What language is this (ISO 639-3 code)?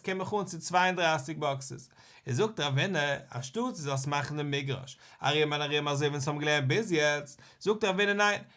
yid